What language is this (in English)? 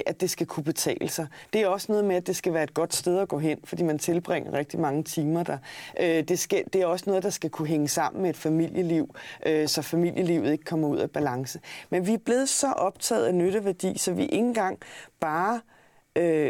Danish